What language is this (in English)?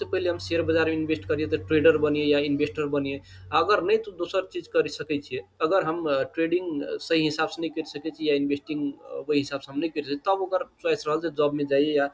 Maithili